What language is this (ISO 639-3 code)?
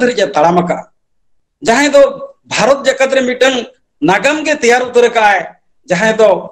sat